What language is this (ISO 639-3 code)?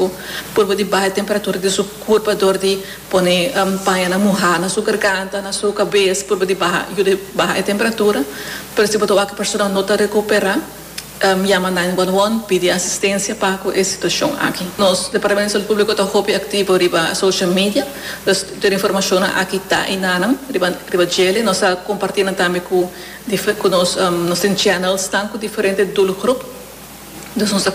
pap